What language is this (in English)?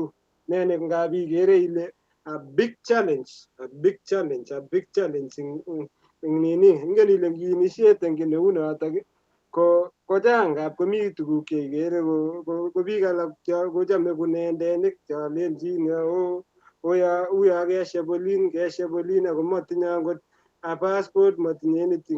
Kalenjin